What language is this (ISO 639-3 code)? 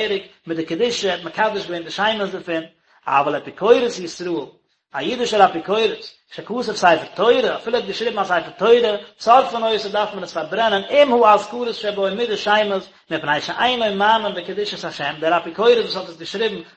yid